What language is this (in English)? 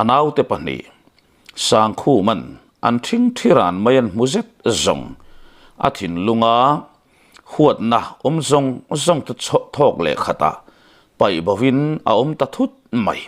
Mizo